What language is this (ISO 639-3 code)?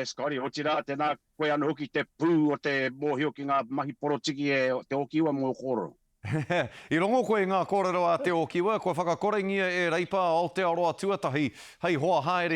mri